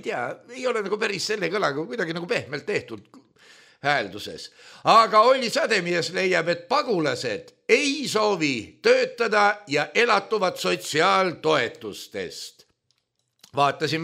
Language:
Estonian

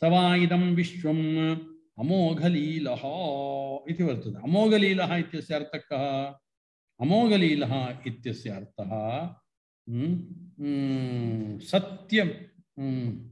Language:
Sanskrit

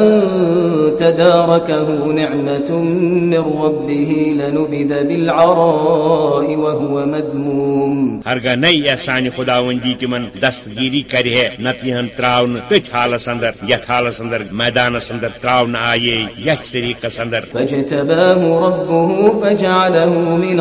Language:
Kashmiri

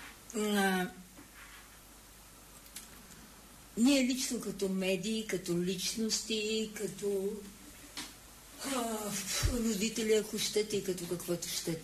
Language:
Bulgarian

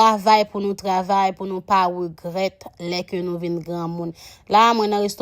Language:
Haitian Creole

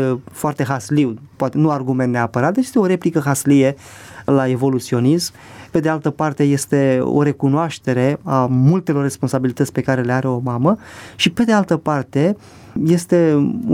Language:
Romanian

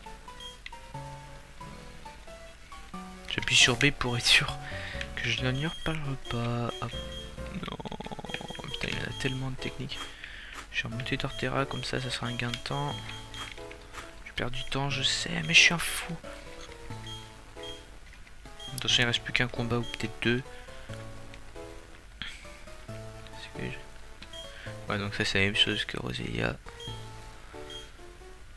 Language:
French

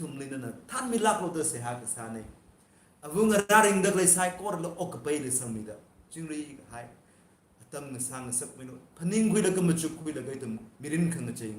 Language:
Tangkhul Naga (India)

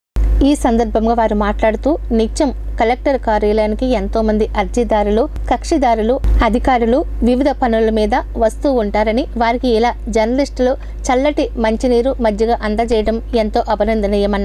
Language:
Telugu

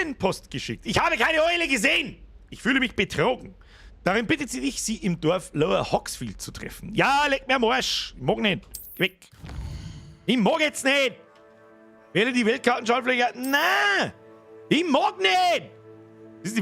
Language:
Bavarian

